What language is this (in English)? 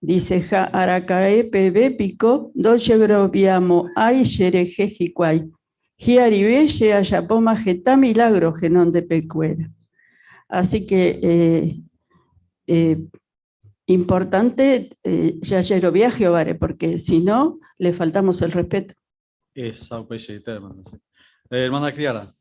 Guarani